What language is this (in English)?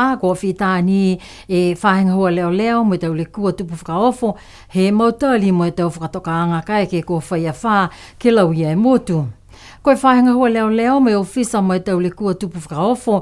Niuean